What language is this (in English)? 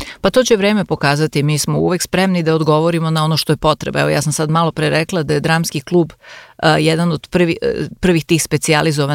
Serbian